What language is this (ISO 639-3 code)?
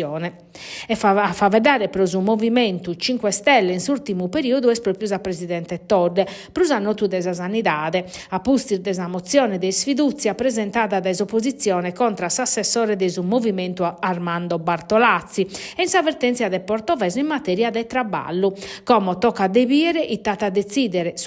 srd